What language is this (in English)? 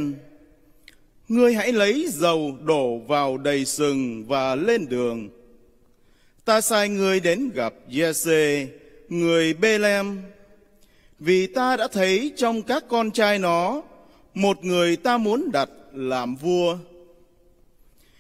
Vietnamese